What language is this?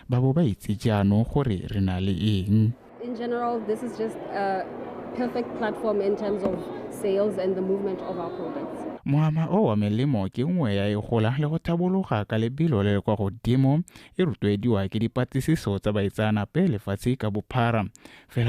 Tswana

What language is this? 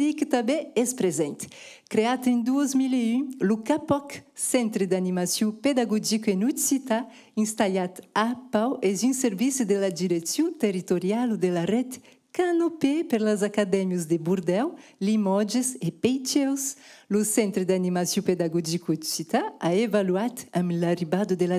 Occitan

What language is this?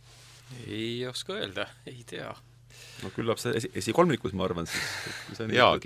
Estonian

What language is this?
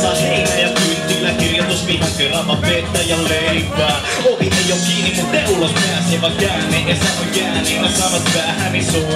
Finnish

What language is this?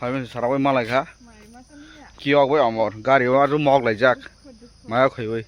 Kok Borok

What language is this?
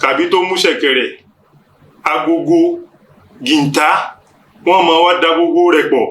Yoruba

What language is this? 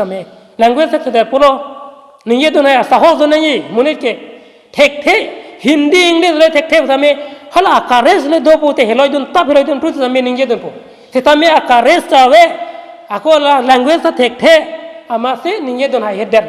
Karbi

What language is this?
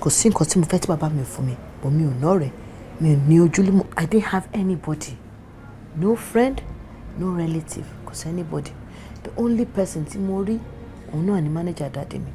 Yoruba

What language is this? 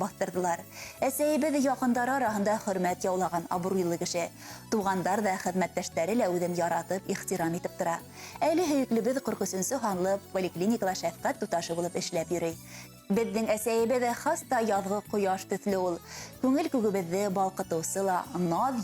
Bashkir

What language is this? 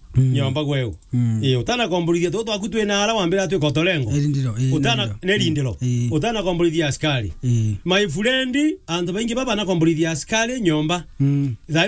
Meru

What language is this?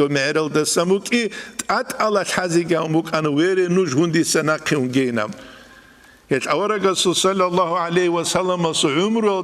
Avaric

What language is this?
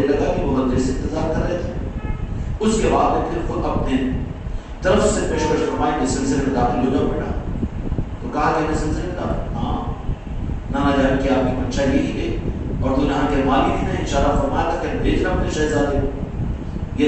Urdu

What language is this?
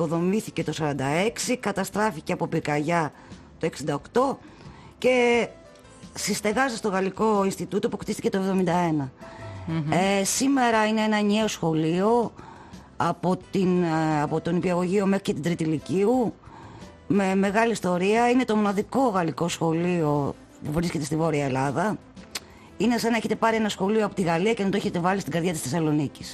Greek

